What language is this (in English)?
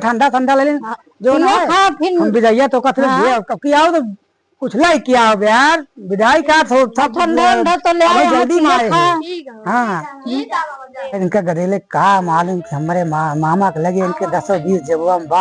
Awadhi